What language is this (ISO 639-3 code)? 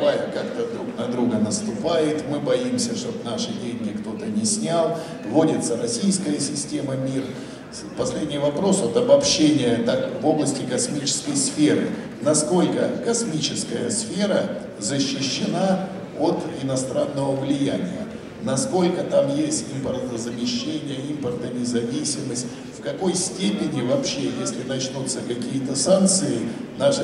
rus